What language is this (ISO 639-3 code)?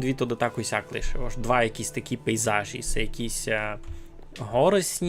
rue